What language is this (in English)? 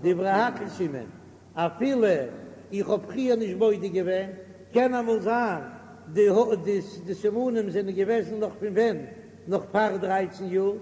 Yiddish